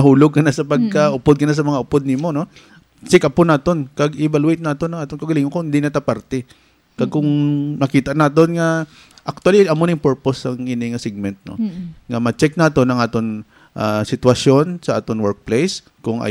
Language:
Hiligaynon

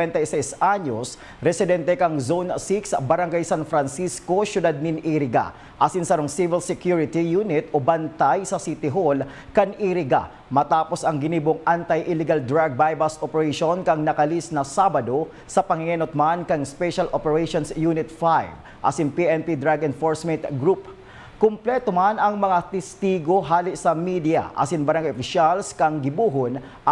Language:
Bikol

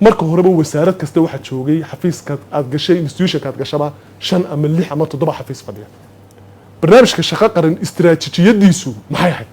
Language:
Somali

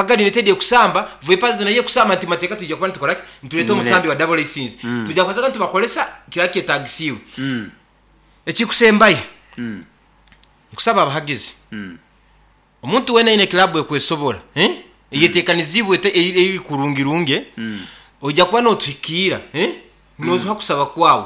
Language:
Nyoro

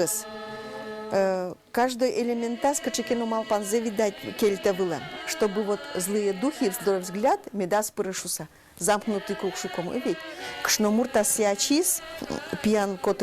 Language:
Udmurt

